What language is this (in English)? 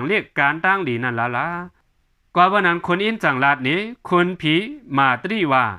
Shan